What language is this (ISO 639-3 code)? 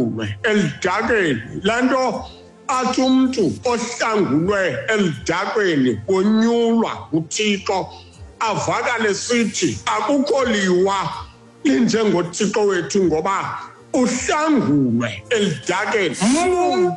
xho